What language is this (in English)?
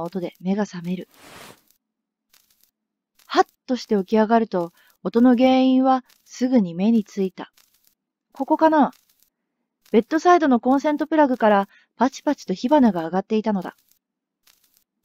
Japanese